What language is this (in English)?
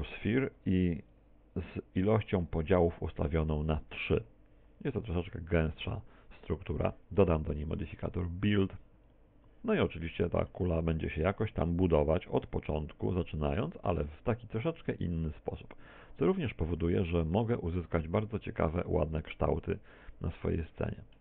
Polish